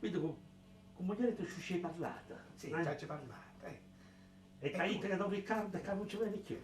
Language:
Neapolitan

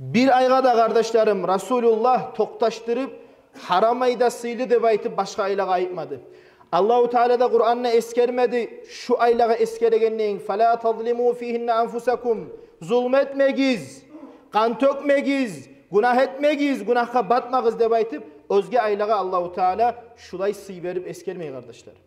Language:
Kumyk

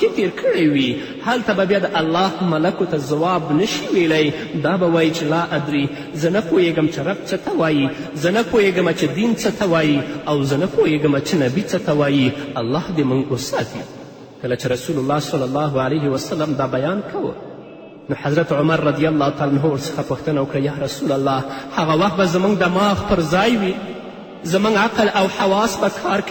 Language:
Pashto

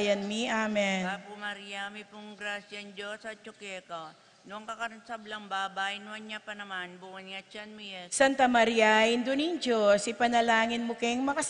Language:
Pampanga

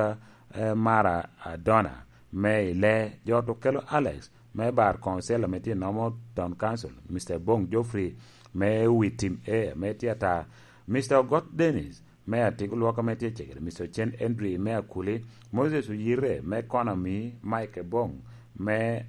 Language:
Lango (Uganda)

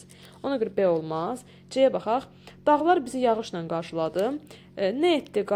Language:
Azerbaijani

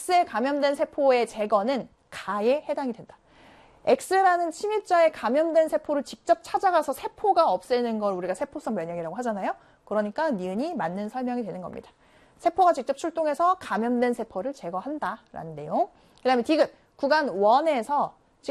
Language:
Korean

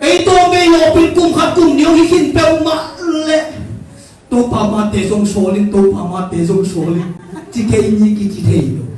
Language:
Tedim Chin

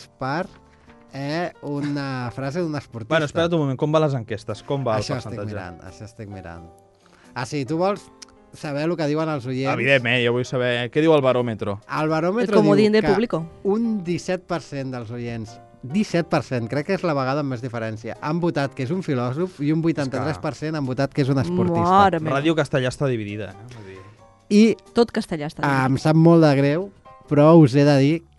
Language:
Catalan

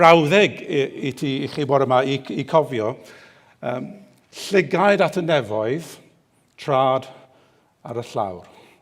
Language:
Welsh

